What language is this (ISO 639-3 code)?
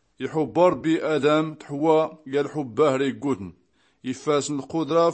shi